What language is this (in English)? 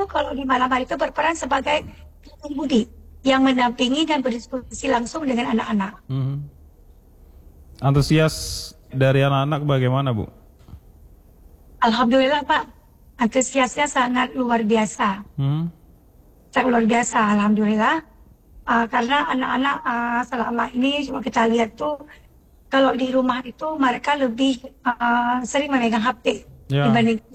Indonesian